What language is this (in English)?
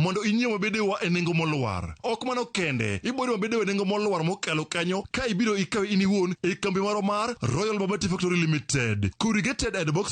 Luo (Kenya and Tanzania)